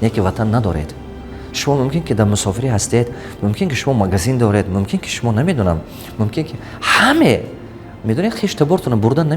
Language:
Tajik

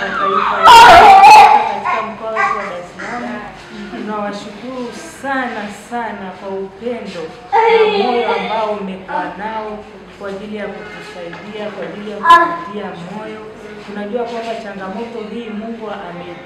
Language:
Swahili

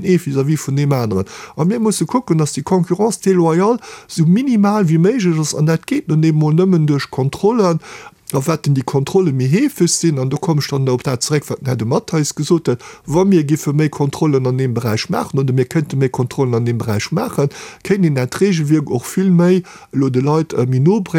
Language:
Luxembourgish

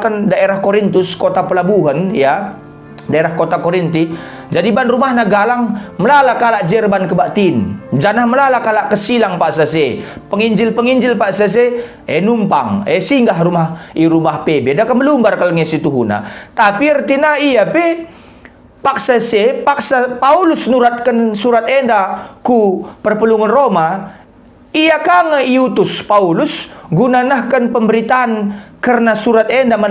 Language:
Batak Karo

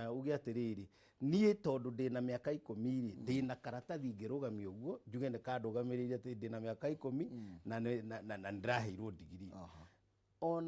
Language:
Kikuyu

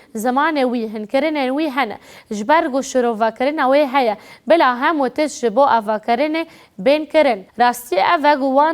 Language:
Kurdish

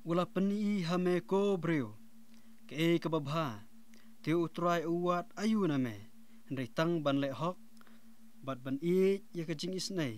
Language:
Khasi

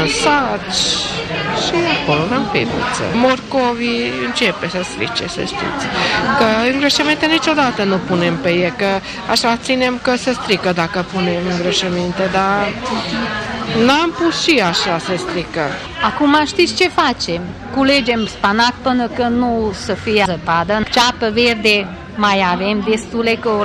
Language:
Romanian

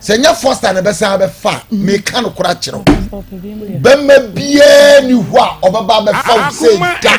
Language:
Akan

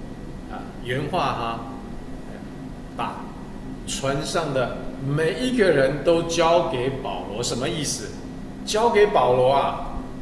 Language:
Chinese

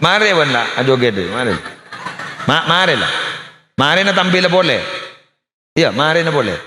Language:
Madurese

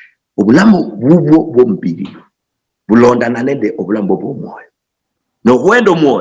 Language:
Luyia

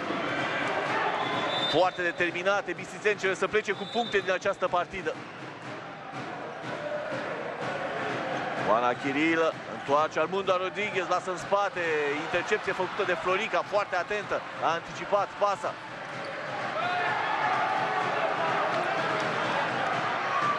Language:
Romanian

